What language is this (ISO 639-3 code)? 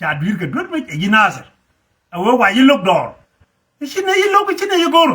nus